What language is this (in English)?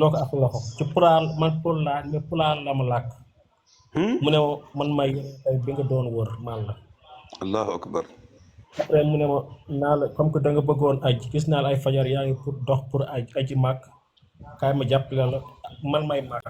Wolof